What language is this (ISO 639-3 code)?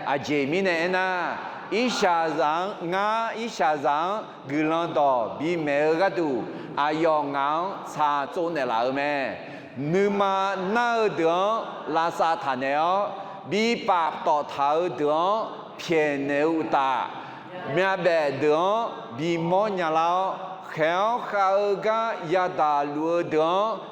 ahk